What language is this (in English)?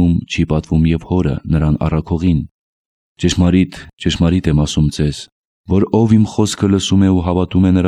Armenian